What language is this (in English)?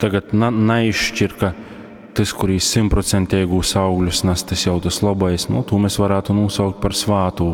Latgalian